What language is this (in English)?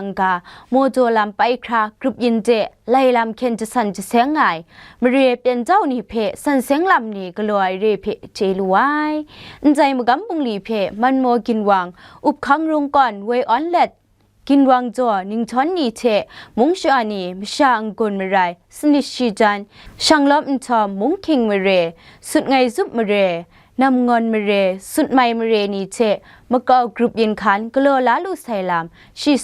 Kachin